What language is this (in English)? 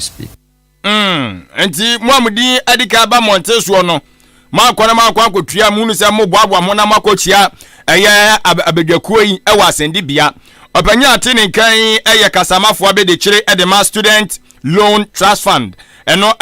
Akan